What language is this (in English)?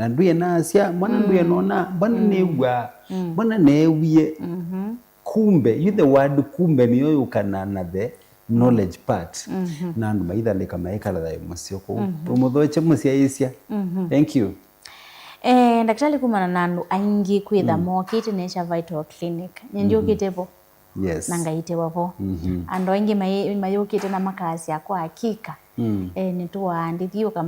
Kamba